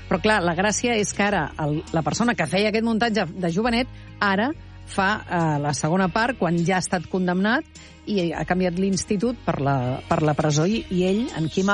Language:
Catalan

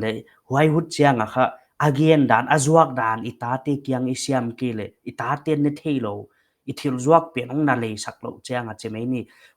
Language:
Paite Chin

